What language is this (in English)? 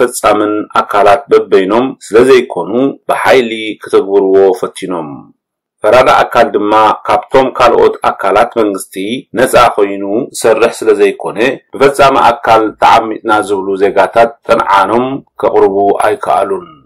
Tigrinya